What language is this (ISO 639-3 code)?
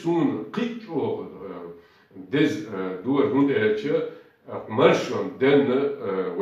che